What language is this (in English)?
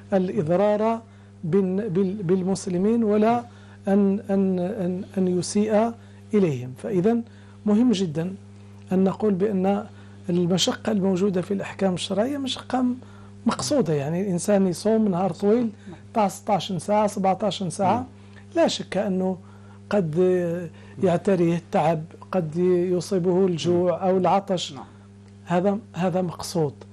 Arabic